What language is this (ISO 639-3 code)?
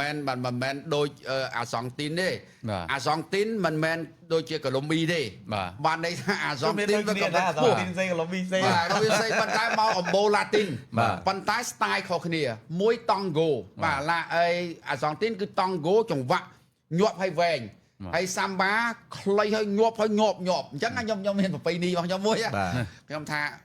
khm